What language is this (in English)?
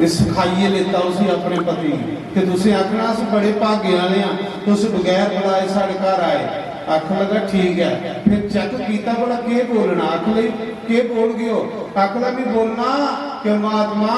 Dogri